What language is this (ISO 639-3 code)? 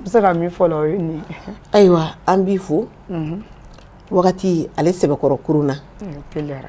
bam